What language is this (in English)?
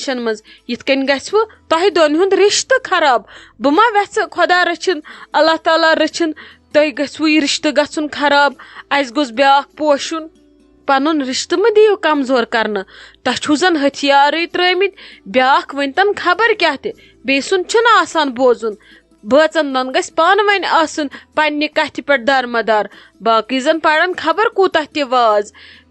Kashmiri